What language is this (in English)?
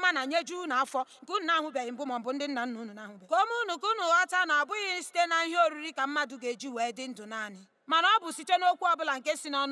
Igbo